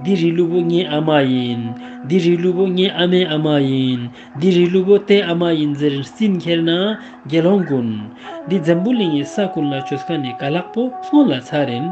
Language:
Ladakhi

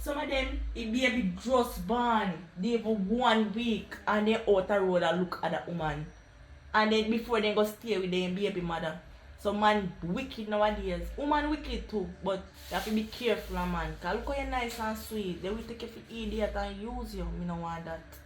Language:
Jamaican Creole English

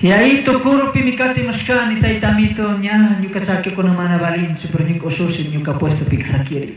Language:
Chimborazo Highland Quichua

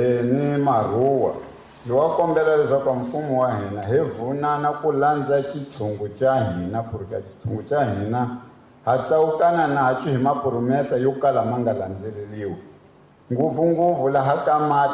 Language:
Tsonga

